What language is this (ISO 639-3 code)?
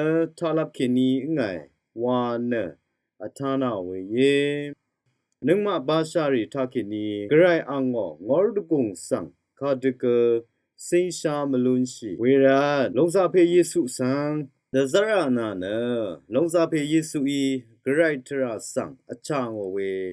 raw